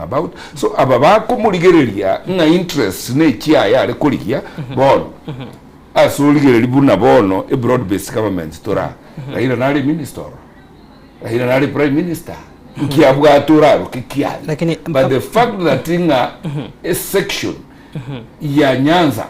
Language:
Gusii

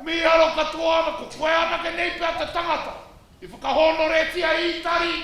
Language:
Māori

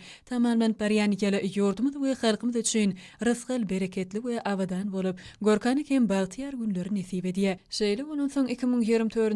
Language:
Turkmen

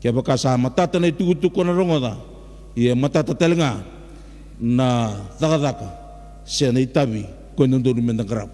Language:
Fijian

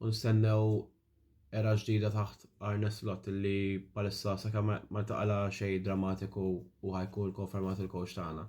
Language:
Maltese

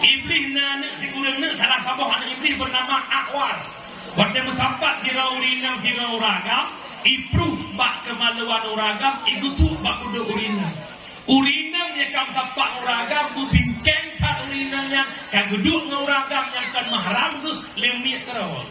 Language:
Achinese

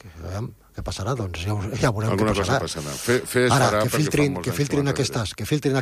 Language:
Catalan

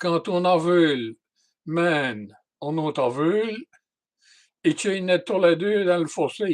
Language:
Walloon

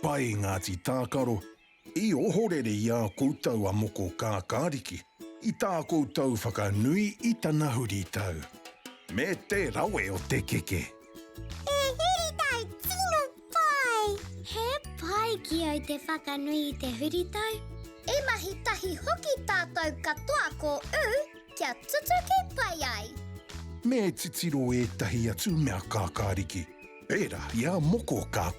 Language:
Māori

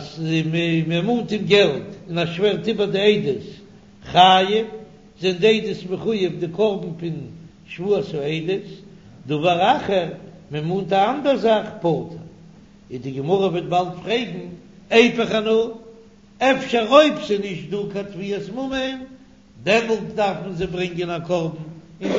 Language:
Yiddish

